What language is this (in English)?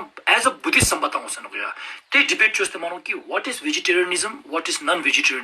Ladakhi